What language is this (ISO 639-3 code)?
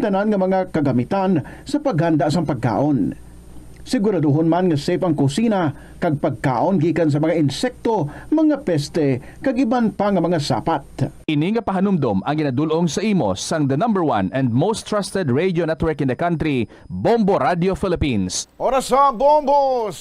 hil